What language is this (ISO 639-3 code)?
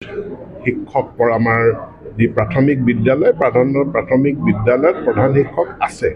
asm